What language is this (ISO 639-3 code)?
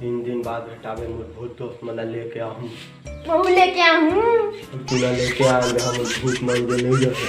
hne